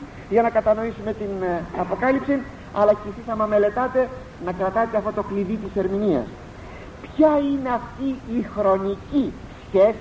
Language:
Greek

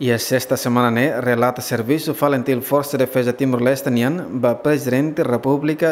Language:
Tetum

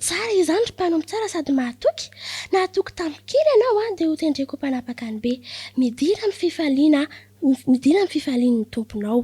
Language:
Malagasy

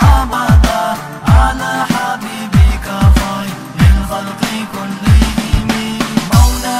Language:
Kumyk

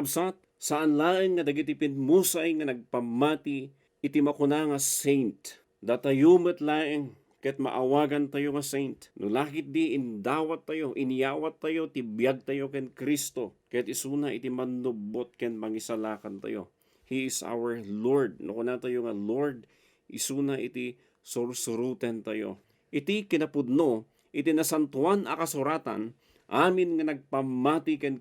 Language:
Iloko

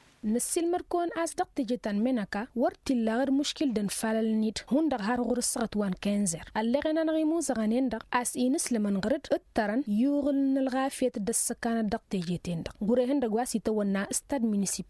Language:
Tamasheq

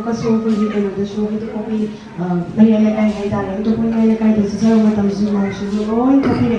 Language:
Manipuri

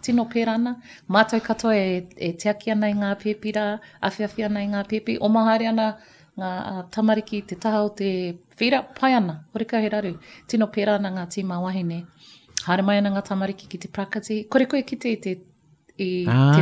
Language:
Māori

